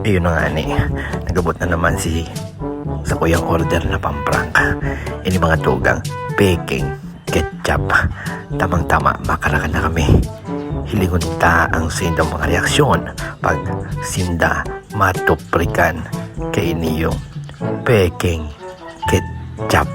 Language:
Bikol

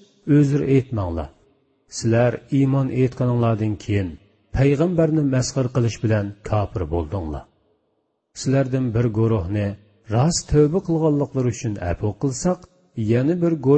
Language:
Uyghur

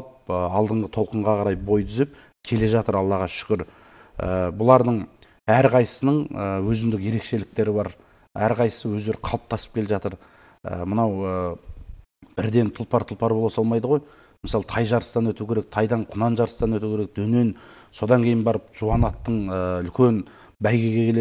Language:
Kazakh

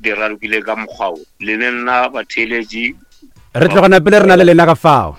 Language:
Northern Sotho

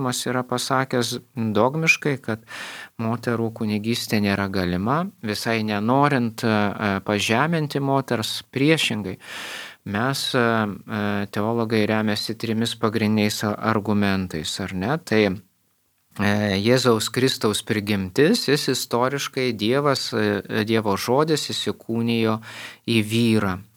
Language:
Lithuanian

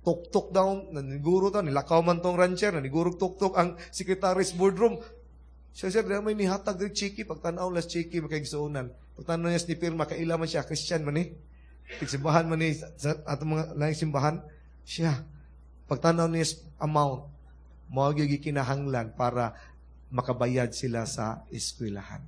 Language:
Cebuano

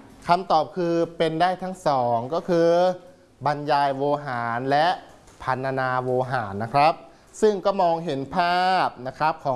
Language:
Thai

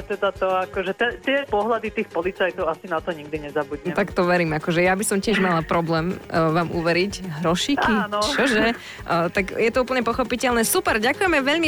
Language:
Slovak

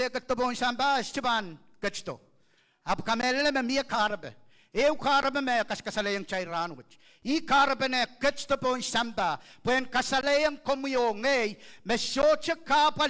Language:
Pohnpeian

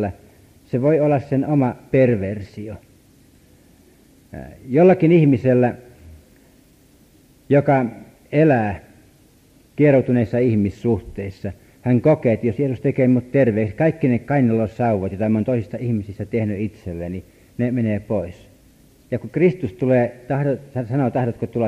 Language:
Finnish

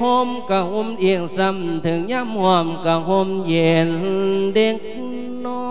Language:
Lao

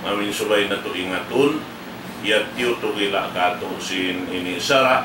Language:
Tausug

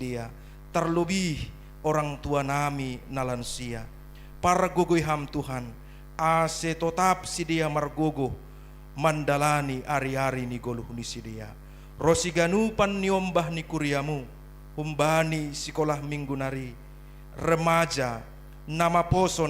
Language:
Batak Simalungun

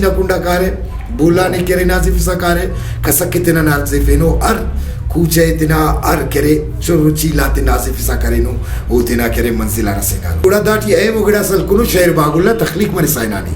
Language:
Brahui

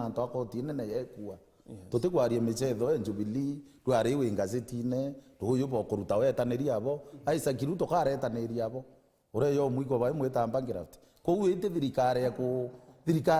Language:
Meru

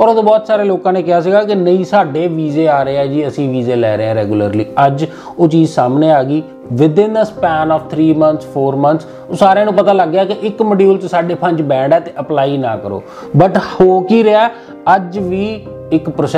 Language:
Punjabi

